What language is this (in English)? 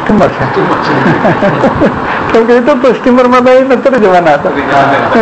Gujarati